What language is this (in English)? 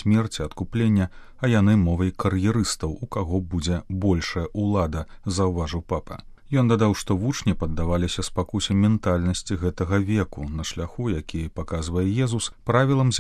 Belarusian